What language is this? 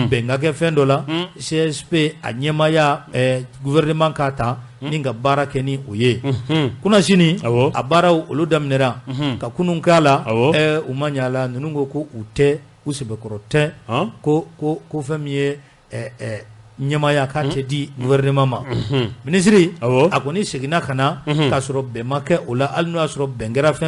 Bambara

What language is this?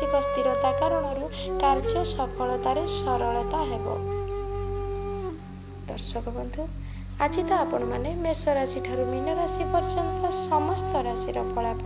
Odia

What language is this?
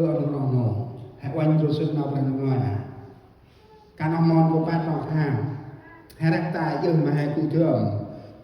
Central Mnong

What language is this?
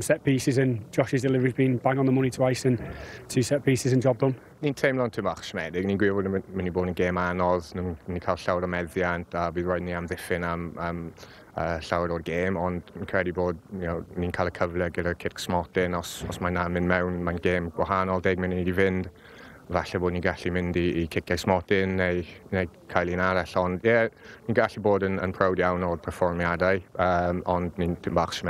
Welsh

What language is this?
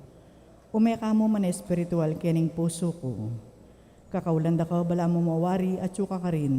Pampanga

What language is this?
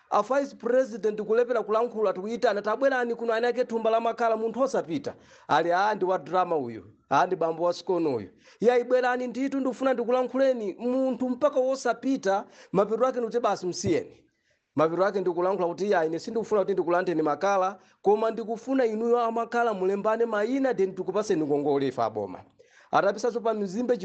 Nyanja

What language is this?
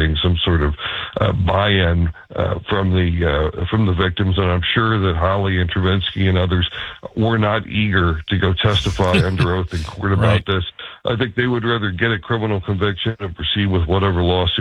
English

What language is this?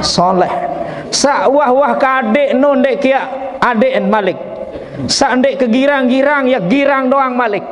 Sasak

